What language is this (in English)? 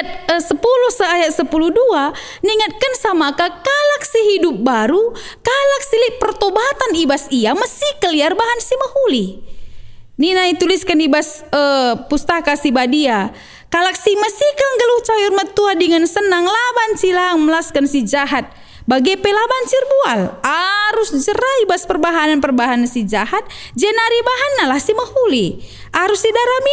Batak Karo